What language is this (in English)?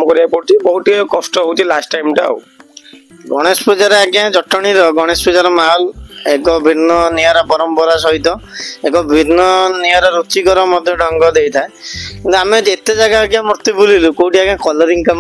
Odia